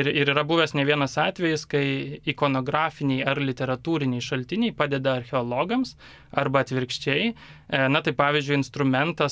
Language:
Lithuanian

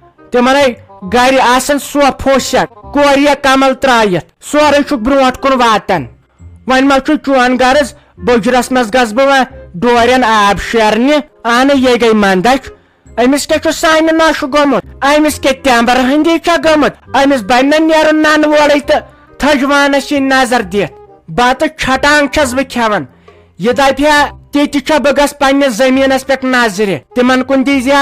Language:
Kashmiri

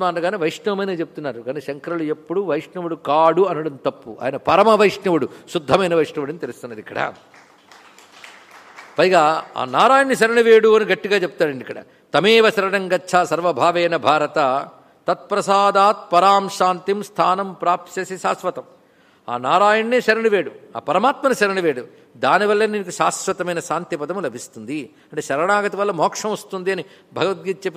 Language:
Telugu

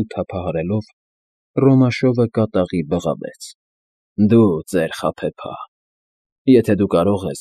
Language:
Armenian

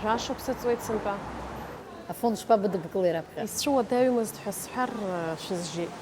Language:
Abkhazian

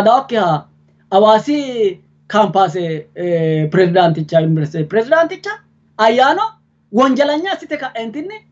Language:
Sidamo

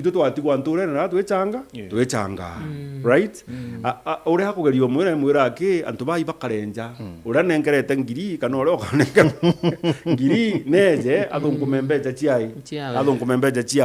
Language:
Meru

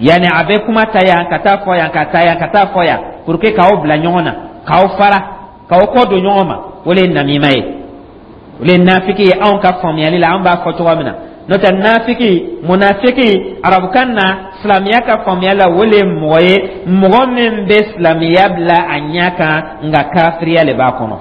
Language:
Dyula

